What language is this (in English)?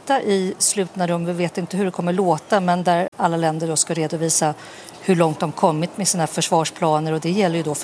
Swedish